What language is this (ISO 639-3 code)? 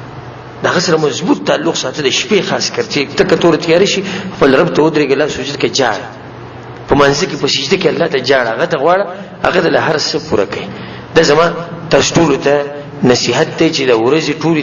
pus